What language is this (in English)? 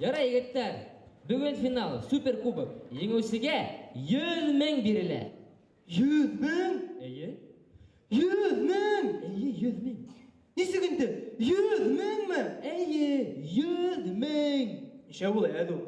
Bashkir